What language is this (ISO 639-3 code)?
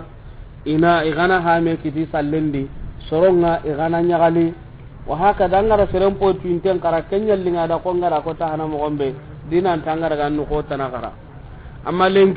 snk